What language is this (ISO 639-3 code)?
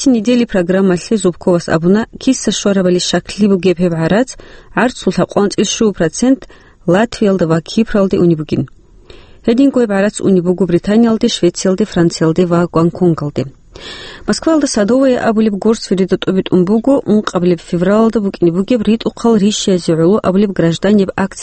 ava